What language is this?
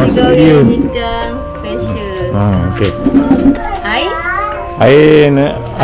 Malay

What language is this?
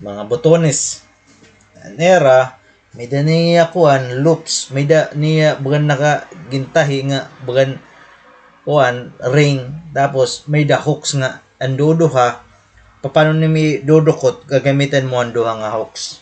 Waray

